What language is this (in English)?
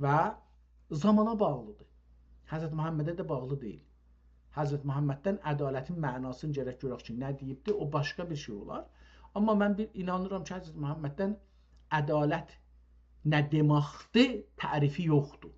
South Azerbaijani